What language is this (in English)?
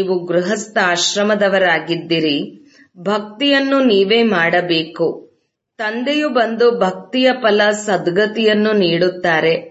Kannada